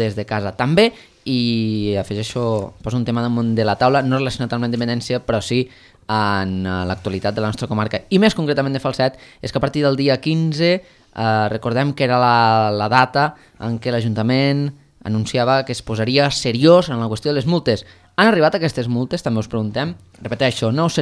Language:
Catalan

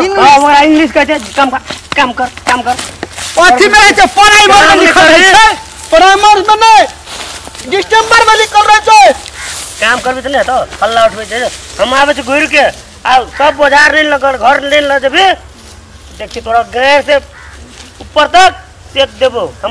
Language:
Maithili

